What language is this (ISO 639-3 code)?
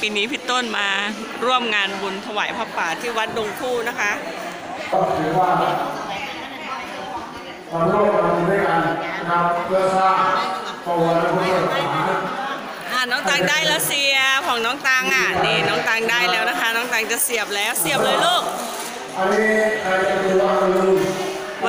tha